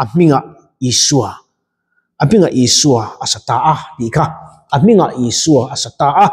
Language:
Mizo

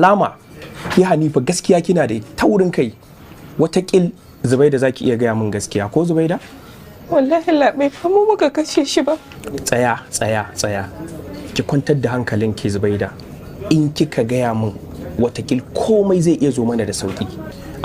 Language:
Hausa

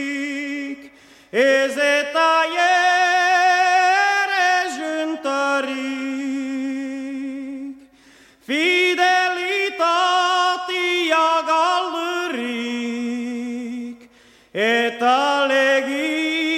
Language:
Basque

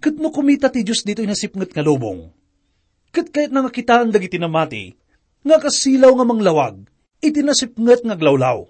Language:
Iloko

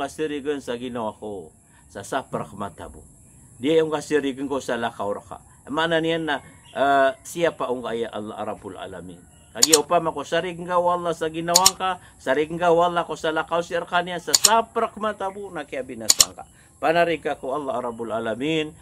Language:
Maranao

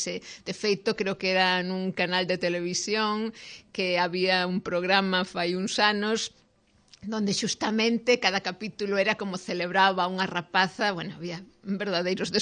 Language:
Galician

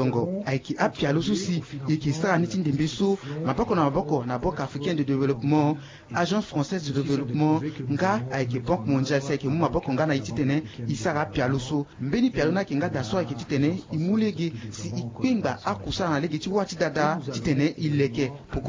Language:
Sango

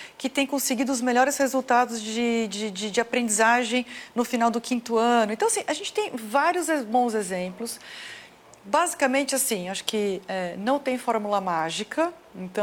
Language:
Portuguese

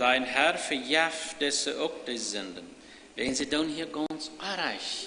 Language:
Plautdietsch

